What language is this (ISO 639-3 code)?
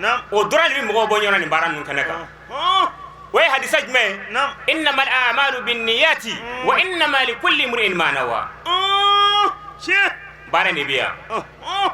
bam